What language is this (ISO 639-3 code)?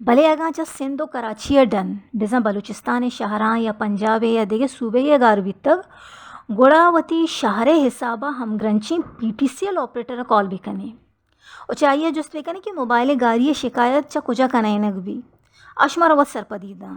bal